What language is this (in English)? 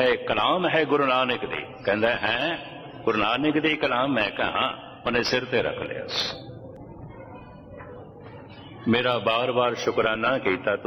Punjabi